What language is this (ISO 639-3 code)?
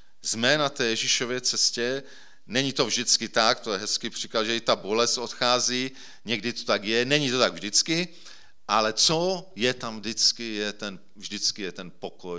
ces